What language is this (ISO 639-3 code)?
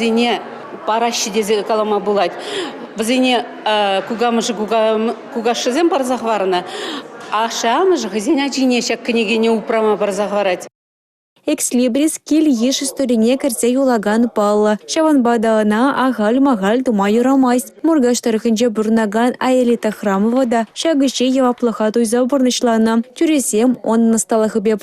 chv